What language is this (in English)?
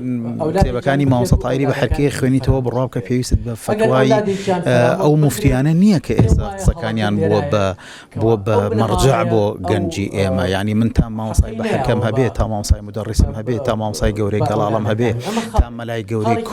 Central Kurdish